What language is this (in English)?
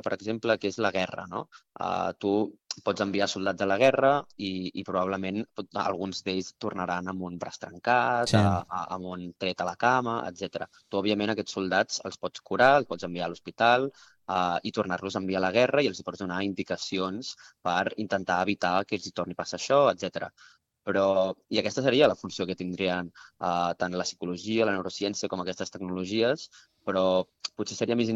Catalan